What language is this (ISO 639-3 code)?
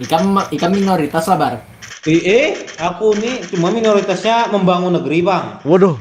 bjn